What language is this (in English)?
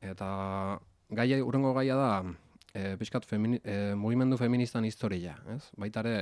Basque